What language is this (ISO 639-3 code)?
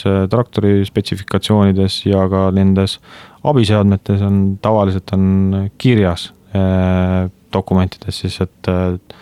est